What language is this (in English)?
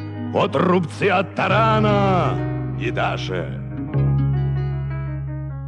Russian